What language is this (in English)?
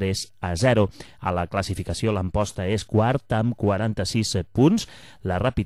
Catalan